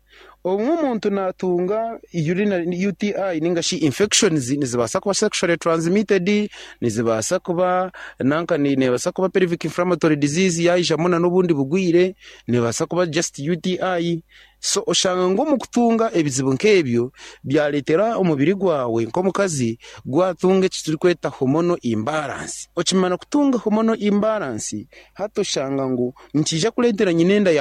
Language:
Nyankole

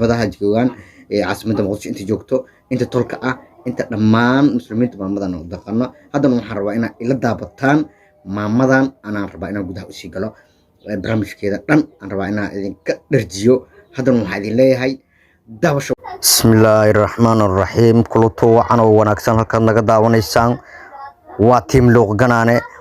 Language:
Somali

